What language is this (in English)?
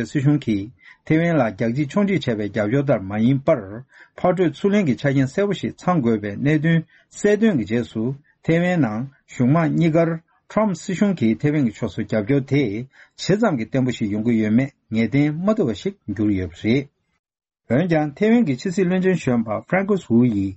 Tibetan